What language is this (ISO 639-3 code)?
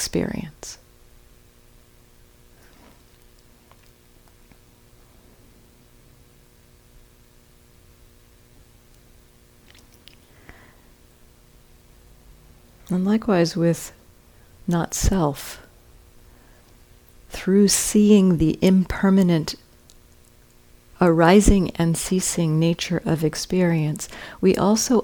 eng